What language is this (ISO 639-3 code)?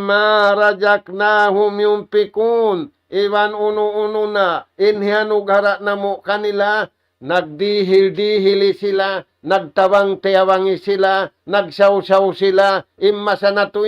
tsg